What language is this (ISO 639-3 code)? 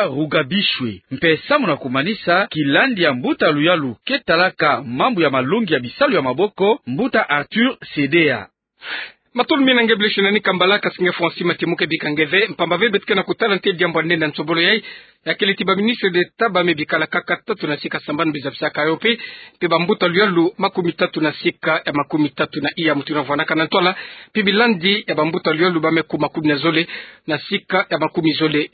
ktu